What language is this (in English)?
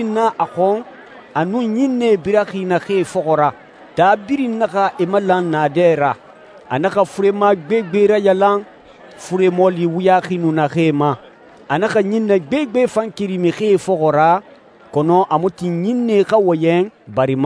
Susu